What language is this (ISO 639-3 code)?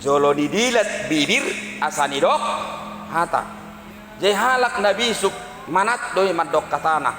bbc